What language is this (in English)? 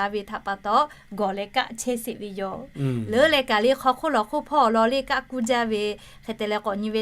Lahu